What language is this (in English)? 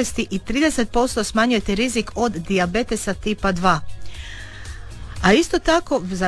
Croatian